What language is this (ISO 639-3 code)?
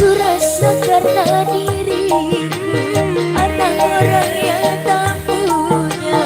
bew